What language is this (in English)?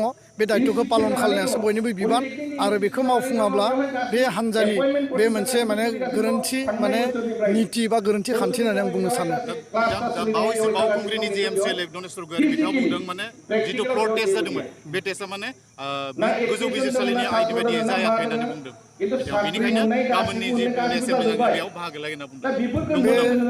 Bodo